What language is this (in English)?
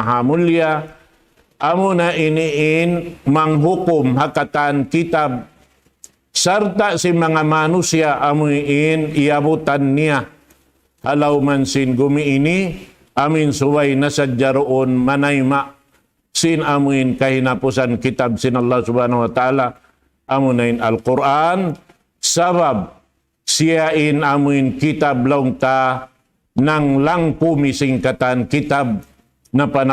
Tausug